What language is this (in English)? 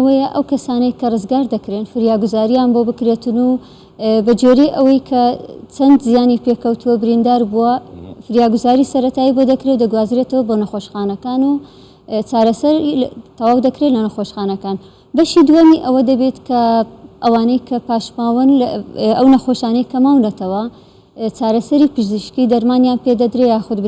Central Kurdish